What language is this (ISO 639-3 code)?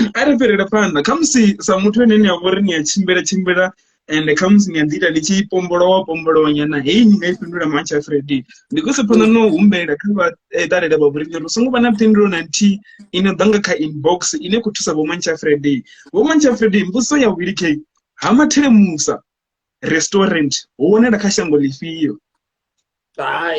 ven